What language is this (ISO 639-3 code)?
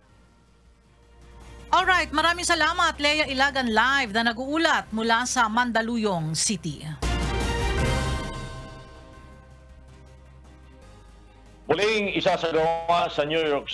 fil